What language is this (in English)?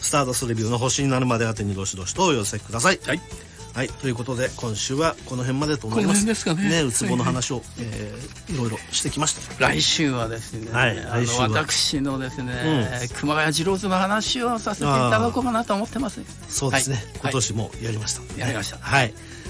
Japanese